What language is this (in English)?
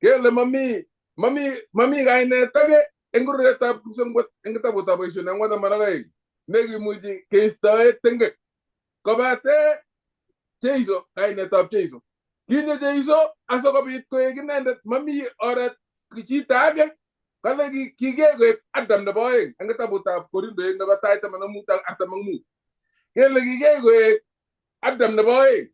Kalenjin